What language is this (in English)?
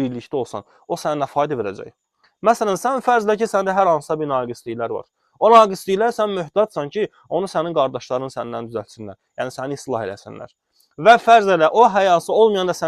Azerbaijani